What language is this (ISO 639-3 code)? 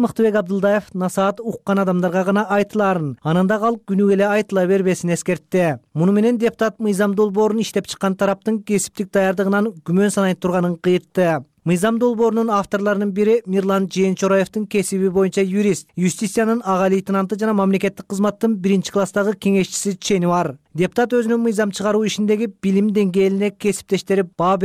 kir